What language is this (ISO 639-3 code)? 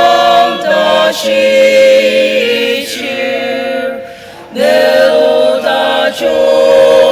njo